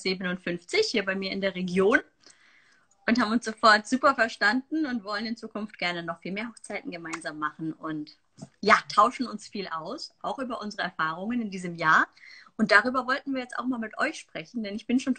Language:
German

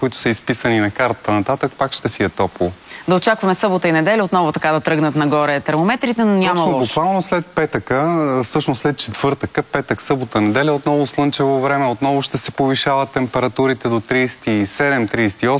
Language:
Bulgarian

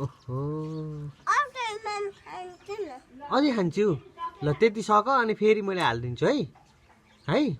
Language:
Nepali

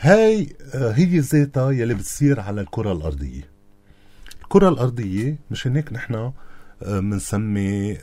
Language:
North Levantine Arabic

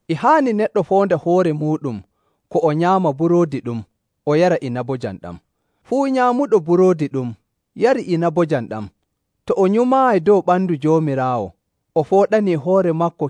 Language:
Nigerian Fulfulde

